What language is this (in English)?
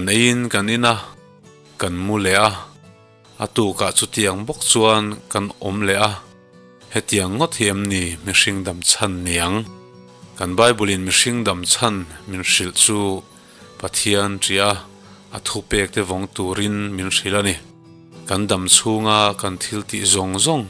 Mizo